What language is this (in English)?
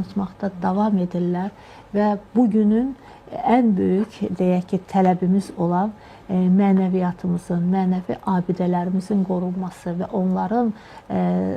Azerbaijani